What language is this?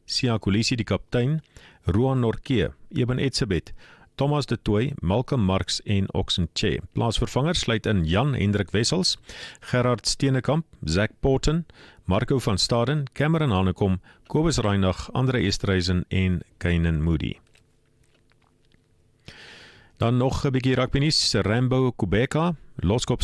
Afrikaans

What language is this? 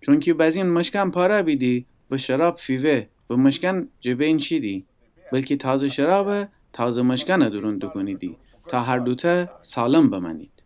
Gilaki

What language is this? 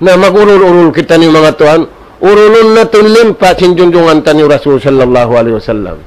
Tausug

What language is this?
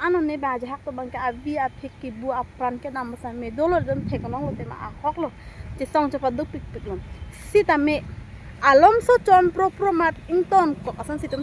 Karbi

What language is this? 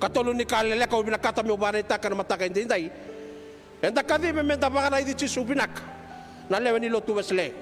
Fijian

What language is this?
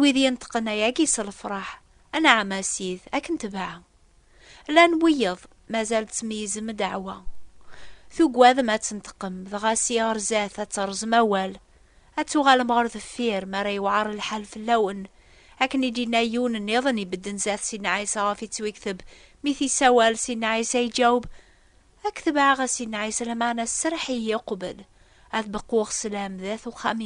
Kabyle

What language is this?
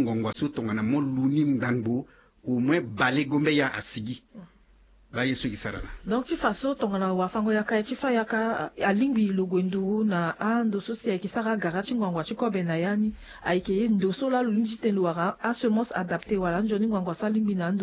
Sango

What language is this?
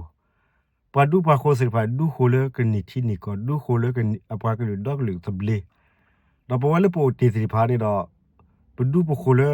S'gaw Karen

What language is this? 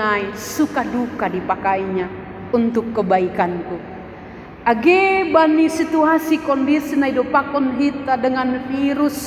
Batak Simalungun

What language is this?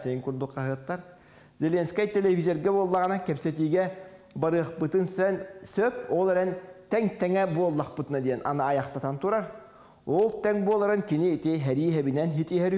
Yakut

